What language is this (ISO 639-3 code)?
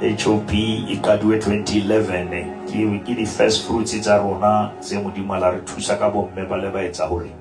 sot